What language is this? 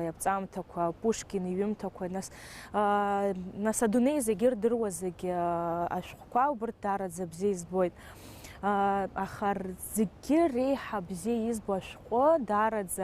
Abkhazian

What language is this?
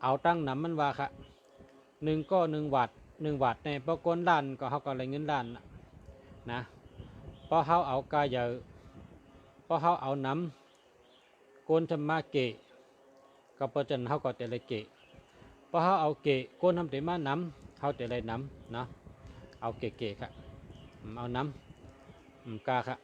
Shan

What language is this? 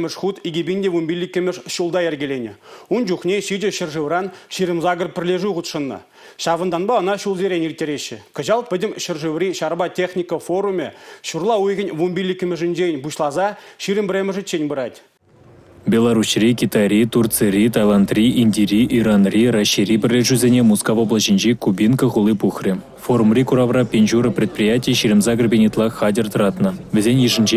Chuvash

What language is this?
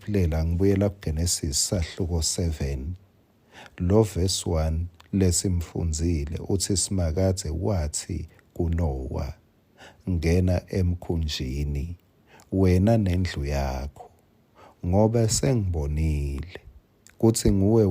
Swati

